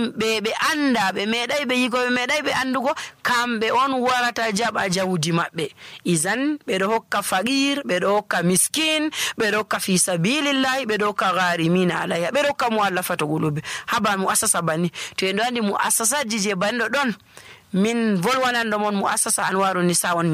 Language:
Nigerian Fulfulde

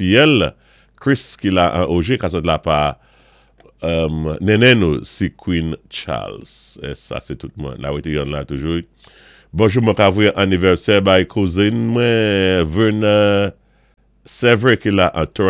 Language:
Saint Lucian Creole French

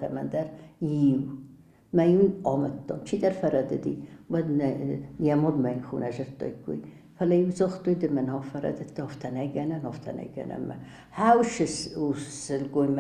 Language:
Ossetic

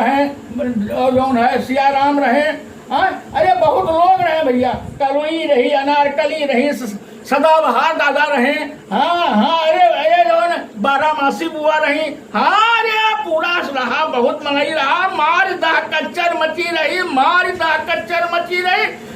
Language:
Awadhi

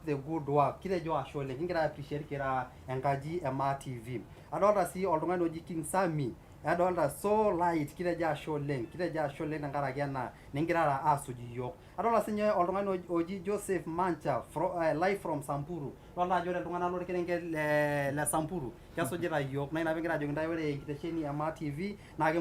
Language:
Masai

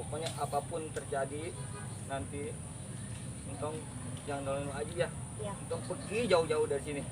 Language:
Betawi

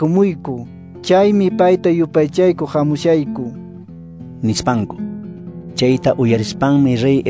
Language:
Quechua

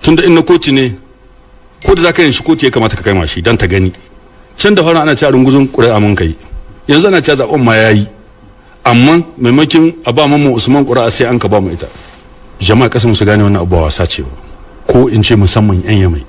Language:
Hausa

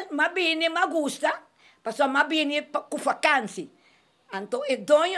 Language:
Papiamento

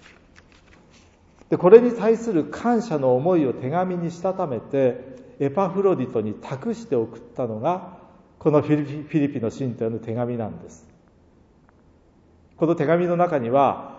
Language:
Japanese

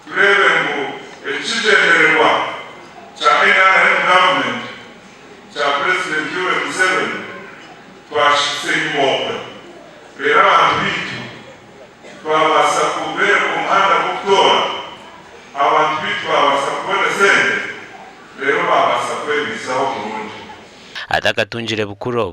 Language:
Nyankole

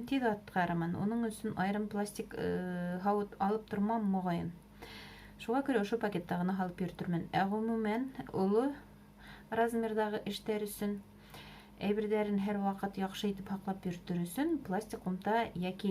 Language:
Bashkir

